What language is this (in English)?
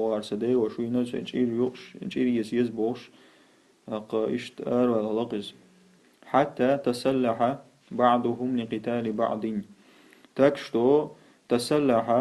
Chechen